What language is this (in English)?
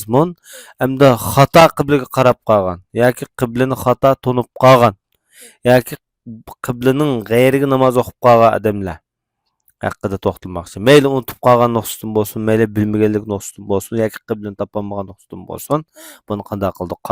Uyghur